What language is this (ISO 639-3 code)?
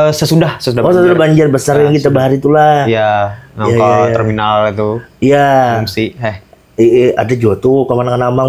bjn